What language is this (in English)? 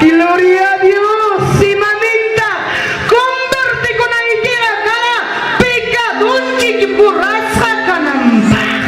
Ayacucho Quechua